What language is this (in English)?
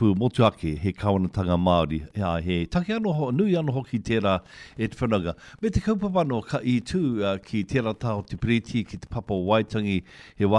Māori